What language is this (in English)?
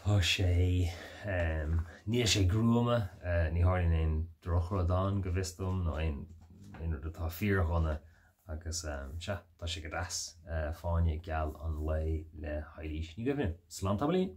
Irish